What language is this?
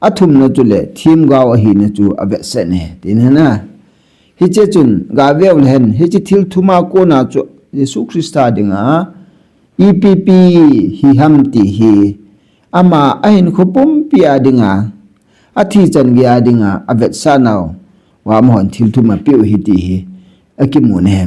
Thado Chin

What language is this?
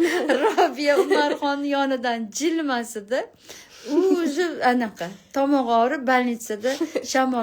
Uzbek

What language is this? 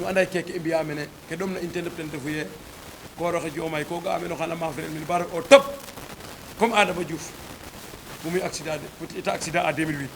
Wolof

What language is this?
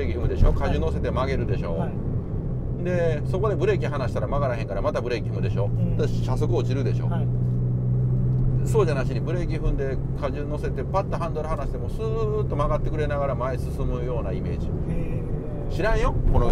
Japanese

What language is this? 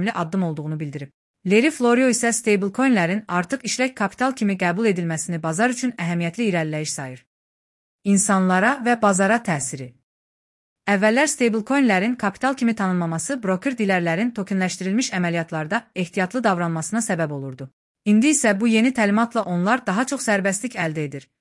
Azerbaijani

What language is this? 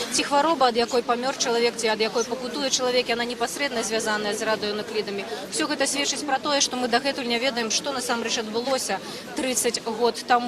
Belarusian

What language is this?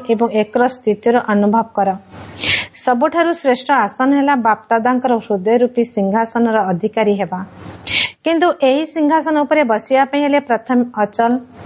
Odia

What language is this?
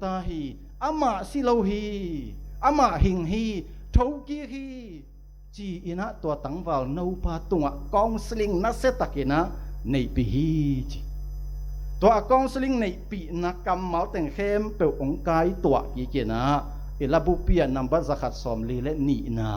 Tedim Chin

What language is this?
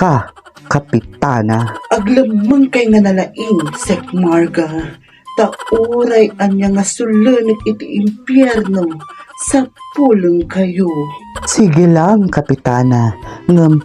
Iloko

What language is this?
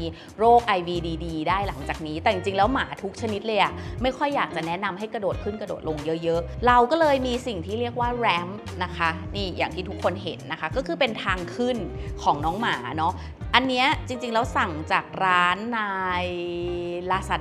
Thai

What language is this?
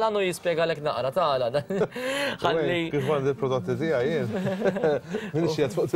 Maltese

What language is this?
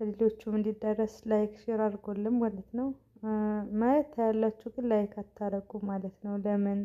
Amharic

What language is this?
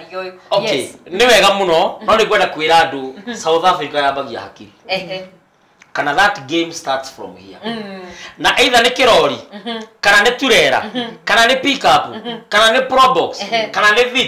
Kikuyu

